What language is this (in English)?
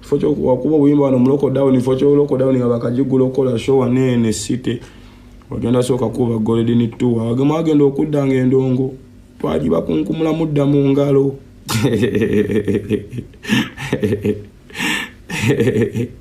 Ganda